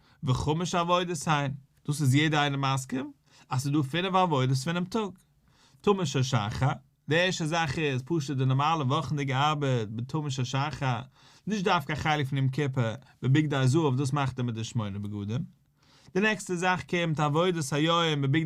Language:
Yiddish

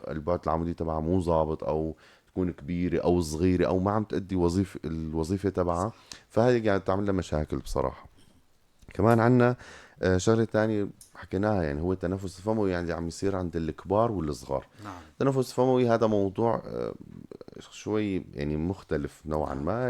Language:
North Levantine Arabic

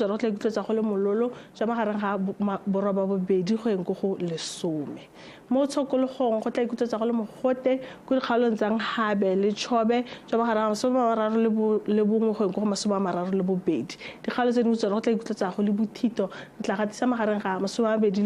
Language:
Tswana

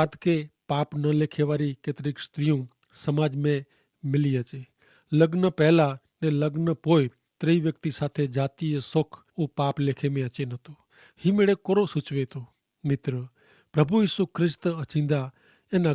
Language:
Kachhi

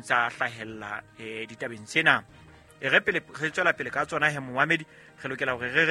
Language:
Southern Sotho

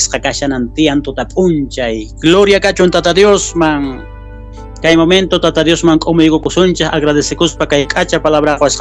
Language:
South Bolivian Quechua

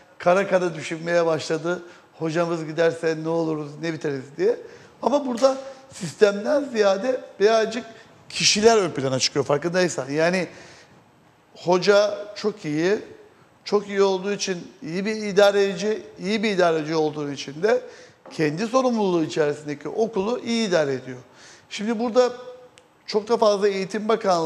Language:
Turkish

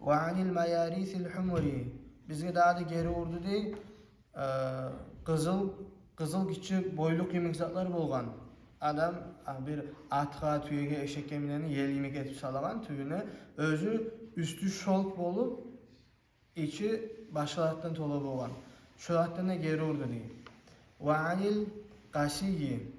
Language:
Kumyk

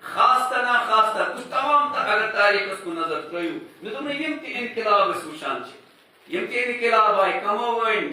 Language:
Kashmiri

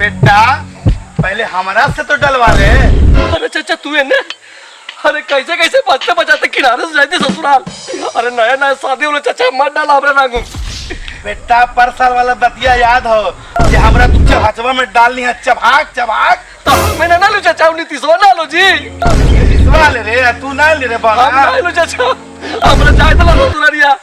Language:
Magahi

